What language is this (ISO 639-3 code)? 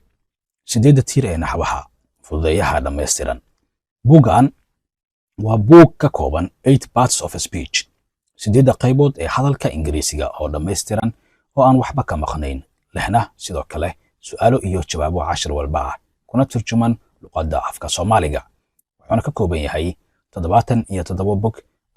som